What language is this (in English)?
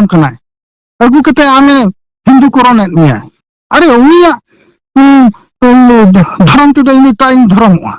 Santali